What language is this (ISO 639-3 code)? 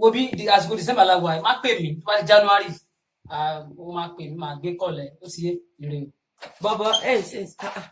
yor